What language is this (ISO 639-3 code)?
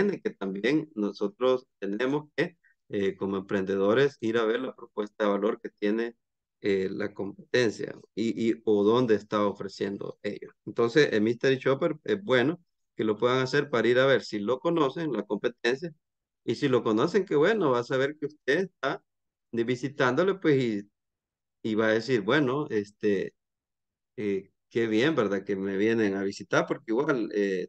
spa